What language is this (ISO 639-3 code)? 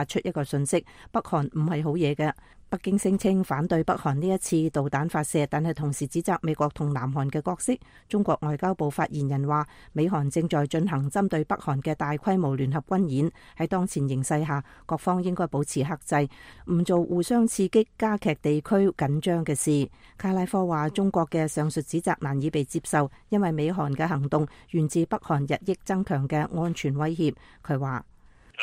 yue